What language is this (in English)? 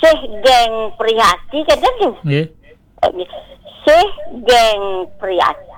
Balinese